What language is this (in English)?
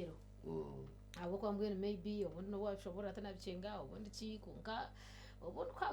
Nyankole